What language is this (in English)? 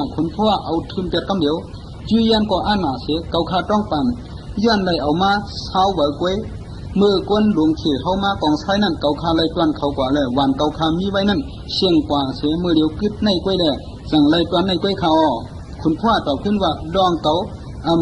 Shan